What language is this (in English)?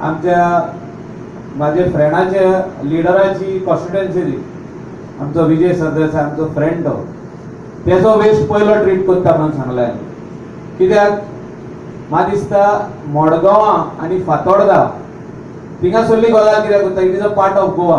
Konkani